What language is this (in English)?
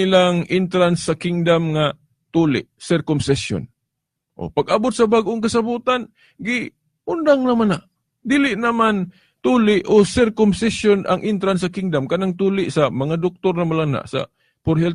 Cebuano